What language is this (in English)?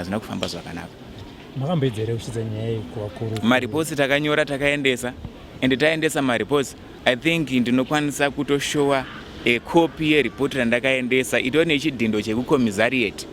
Shona